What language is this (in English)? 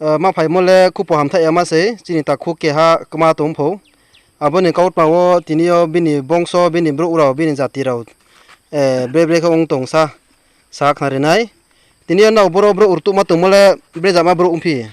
Riang (India)